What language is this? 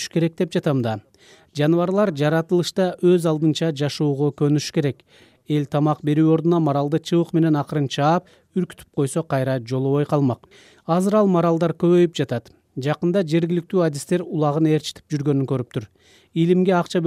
Kyrgyz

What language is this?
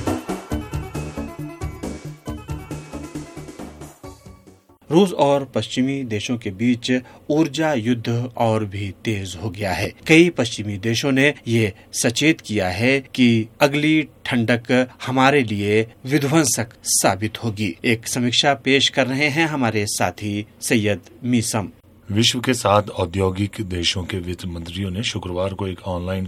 Hindi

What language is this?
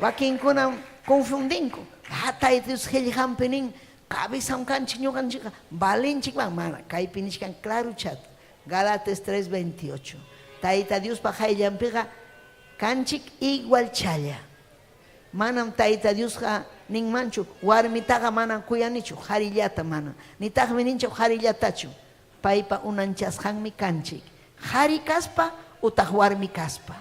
Ayacucho Quechua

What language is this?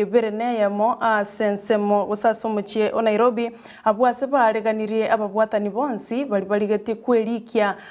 Gusii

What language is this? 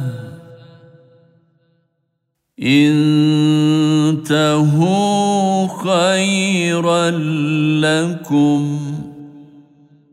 Turkish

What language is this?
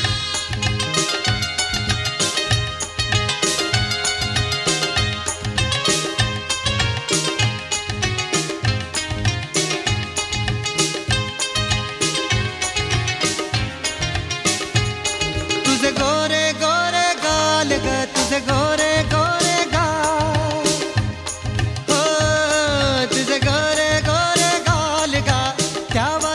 Marathi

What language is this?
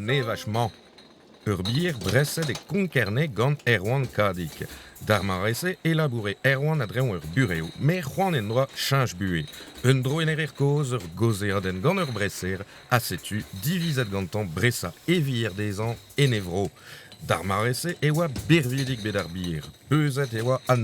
Breton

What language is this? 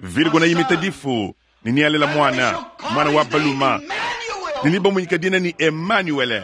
Luba-Lulua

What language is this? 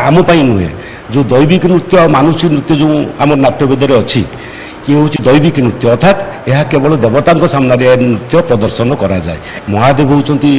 Odia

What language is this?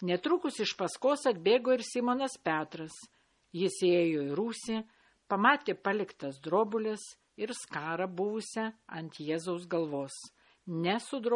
Lithuanian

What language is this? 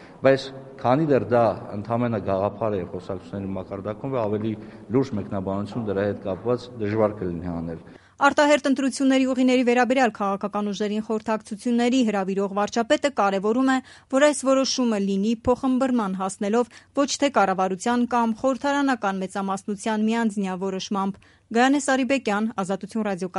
Armenian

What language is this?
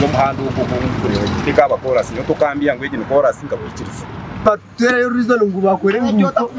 Nyankole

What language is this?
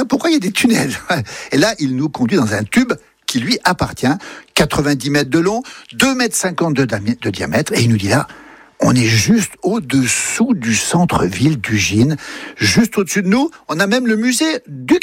French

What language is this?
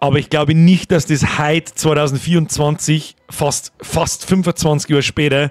Bavarian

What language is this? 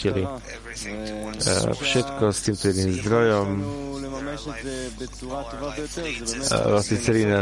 Slovak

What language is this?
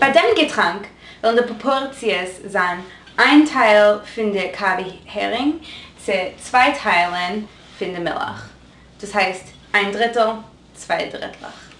Yiddish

